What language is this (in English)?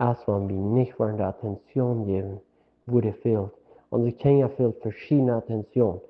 Plautdietsch